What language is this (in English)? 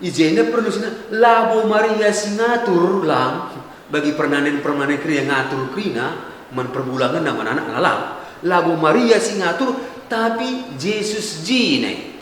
Batak Karo